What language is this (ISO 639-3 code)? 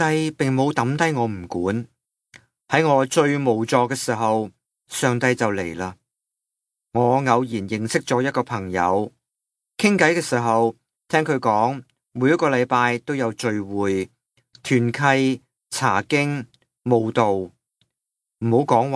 yue